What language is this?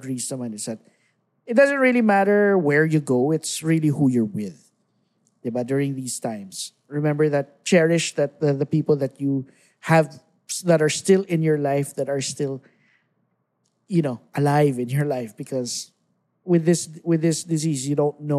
Filipino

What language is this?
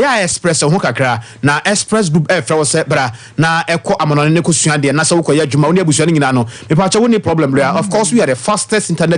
Akan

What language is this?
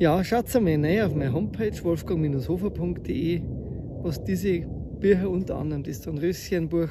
Bavarian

